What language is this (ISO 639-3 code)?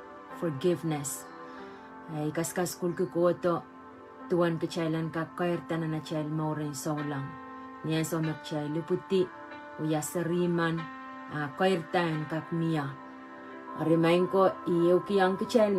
pon